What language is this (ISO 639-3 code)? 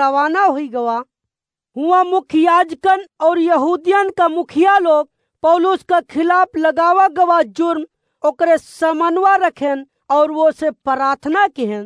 awa